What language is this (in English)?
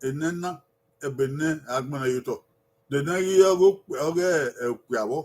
Bini